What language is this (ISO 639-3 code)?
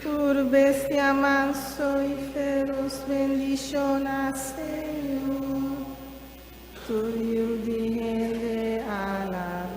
pap